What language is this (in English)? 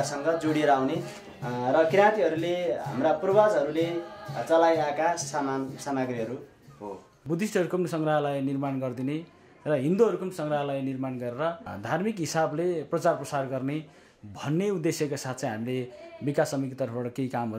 Nepali